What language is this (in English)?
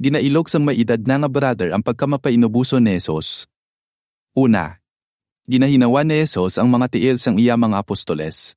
Hiligaynon